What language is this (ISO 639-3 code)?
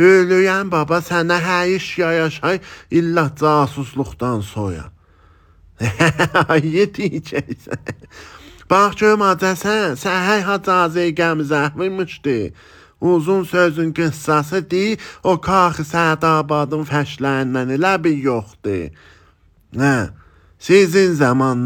aze